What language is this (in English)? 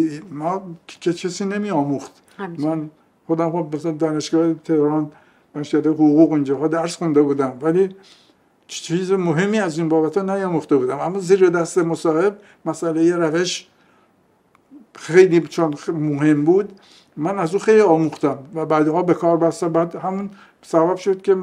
Persian